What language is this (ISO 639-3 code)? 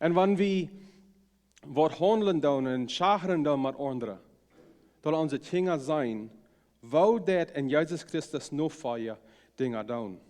pdt